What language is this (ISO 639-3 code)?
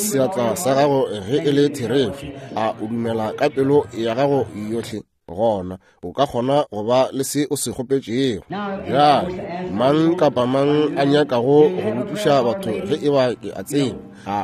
nso